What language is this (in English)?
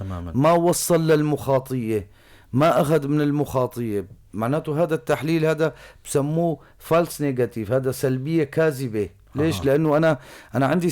North Levantine Arabic